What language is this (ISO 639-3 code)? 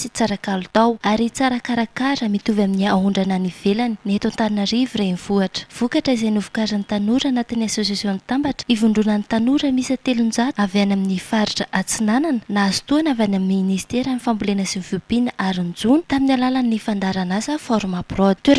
mlg